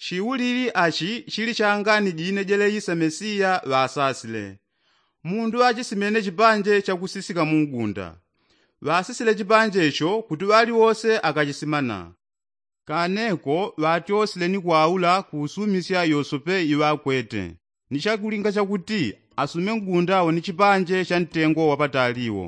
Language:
Yao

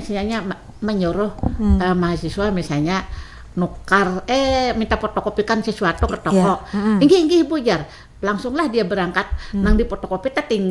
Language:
Banjar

